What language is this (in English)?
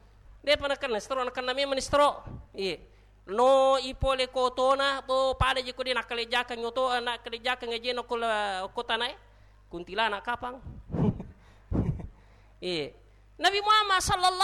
Buginese